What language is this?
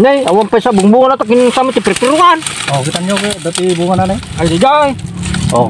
Iloko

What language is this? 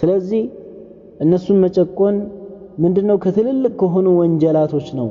Amharic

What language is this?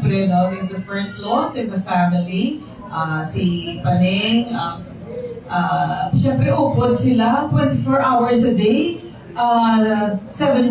Hiligaynon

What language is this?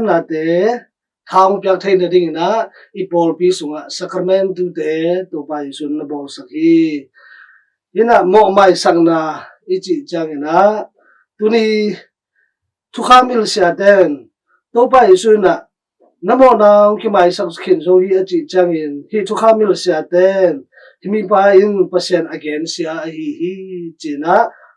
Tedim Chin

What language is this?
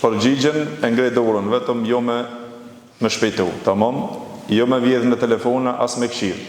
Albanian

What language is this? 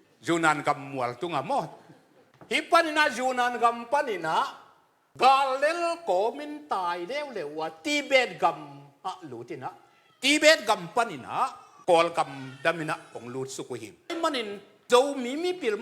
Tedim Chin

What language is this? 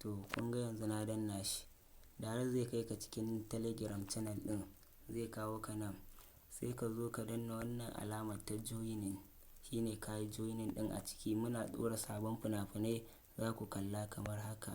Hausa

